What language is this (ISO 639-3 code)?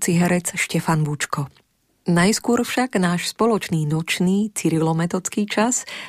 slk